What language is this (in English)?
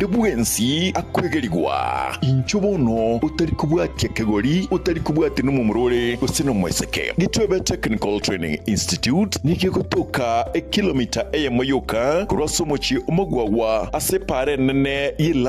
Gusii